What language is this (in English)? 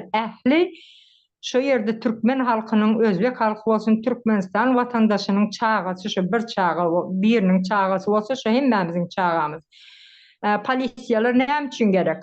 Turkmen